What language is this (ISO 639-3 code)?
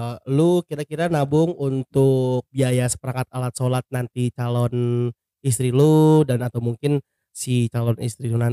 ind